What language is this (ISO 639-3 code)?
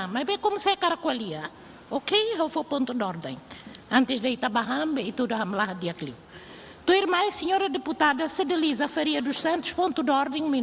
tet